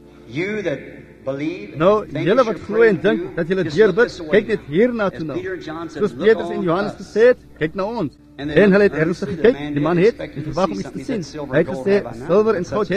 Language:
Afrikaans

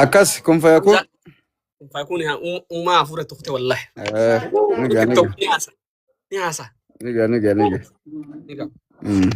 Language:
Oromo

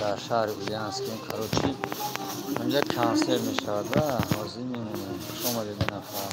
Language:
Tajik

